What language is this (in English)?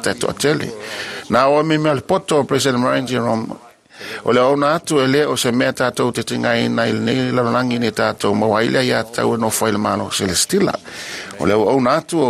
Samoan